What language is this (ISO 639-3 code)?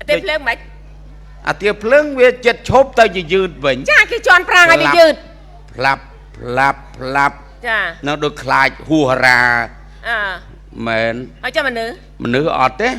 khm